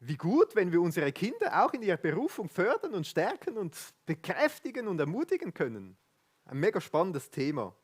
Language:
Swiss German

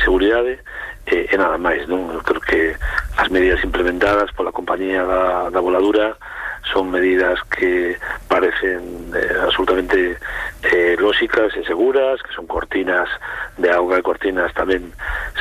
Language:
Galician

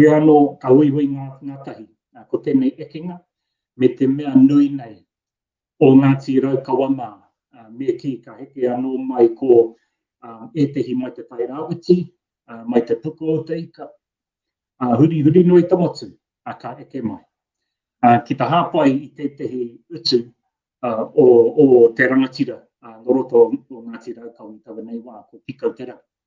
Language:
Māori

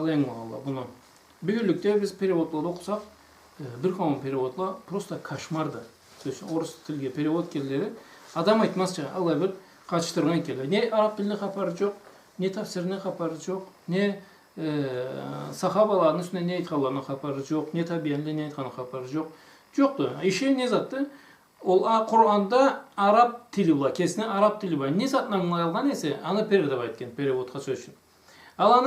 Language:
Karachay-Balkar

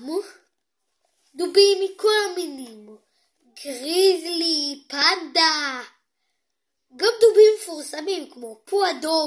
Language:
Hebrew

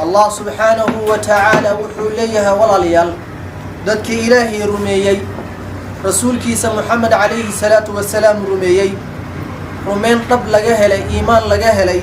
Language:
Somali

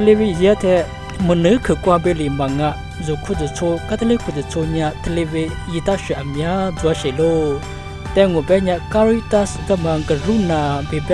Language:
Lisu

